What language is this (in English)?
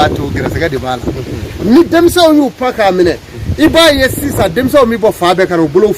Bambara